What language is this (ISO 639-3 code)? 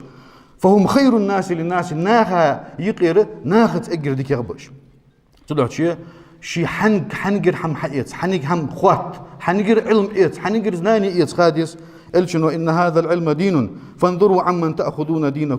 inh